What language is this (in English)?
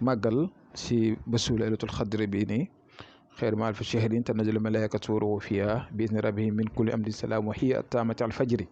Wolof